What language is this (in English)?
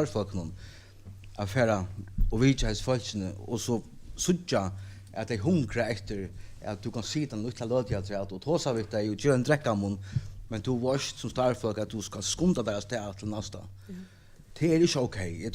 Faroese